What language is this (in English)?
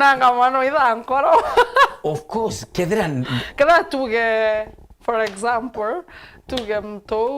Meru